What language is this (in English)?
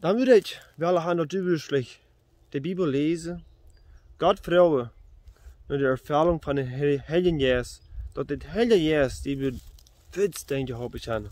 Plautdietsch